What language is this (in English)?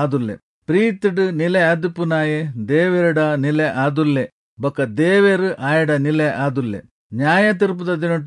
Tulu